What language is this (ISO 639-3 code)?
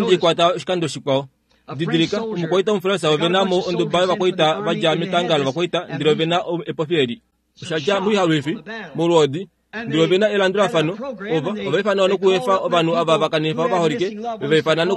kua